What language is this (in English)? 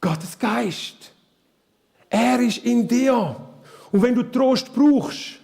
Swiss German